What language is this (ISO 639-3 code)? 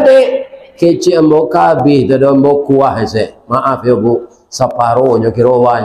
min